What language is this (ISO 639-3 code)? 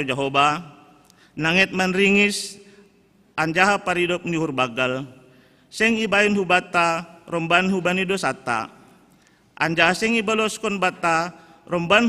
bts